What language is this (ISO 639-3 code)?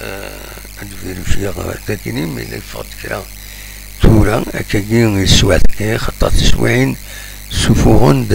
kab